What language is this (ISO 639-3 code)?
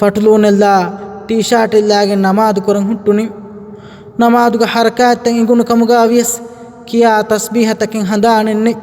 div